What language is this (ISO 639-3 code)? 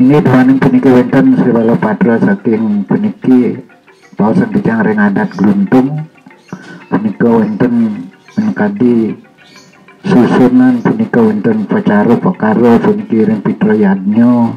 ban